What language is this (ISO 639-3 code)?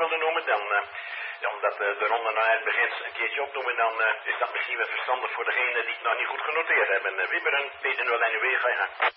nld